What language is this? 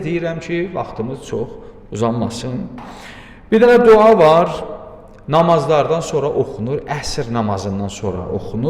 Azerbaijani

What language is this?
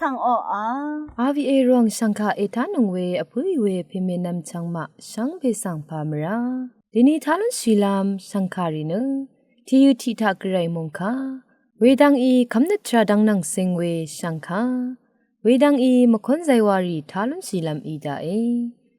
Rawang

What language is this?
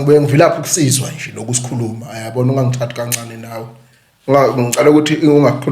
Zulu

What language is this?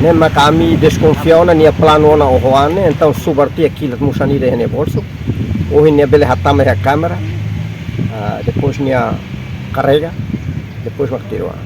Tetum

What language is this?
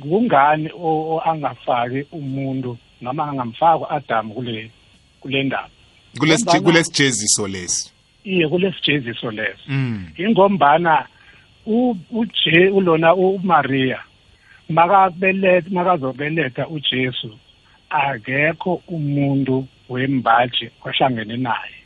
South Ndebele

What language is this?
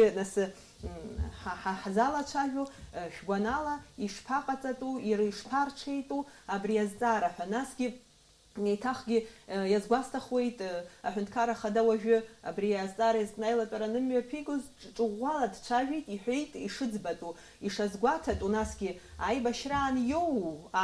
Abkhazian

